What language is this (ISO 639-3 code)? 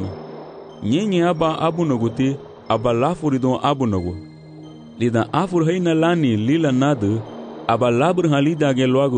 cab